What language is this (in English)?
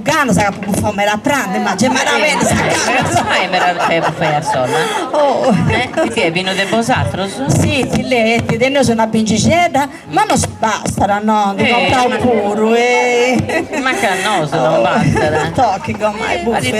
Sardinian